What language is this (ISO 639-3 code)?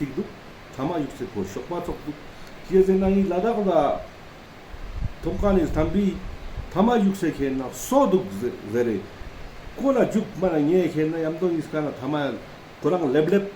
lbj